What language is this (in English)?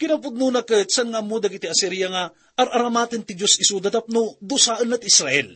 Iloko